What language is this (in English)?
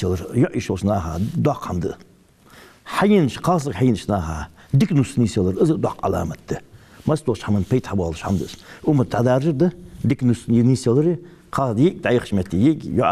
Ingush